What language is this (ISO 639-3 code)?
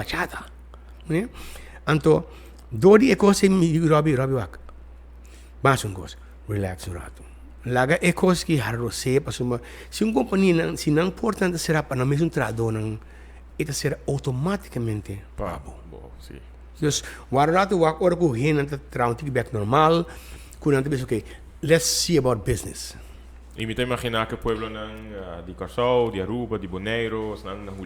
pap